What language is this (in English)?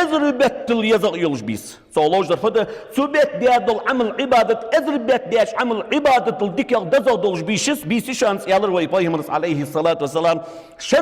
Ingush